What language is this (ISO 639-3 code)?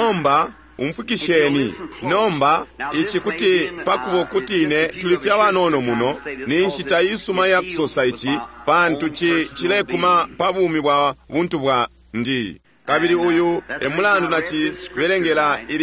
bem